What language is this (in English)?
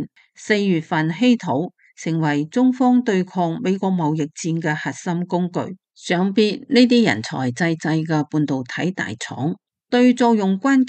Cantonese